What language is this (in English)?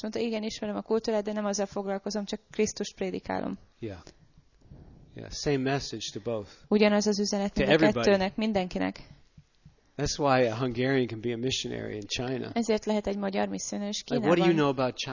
Hungarian